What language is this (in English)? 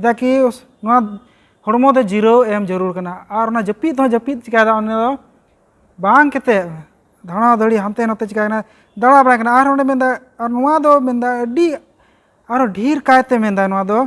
Santali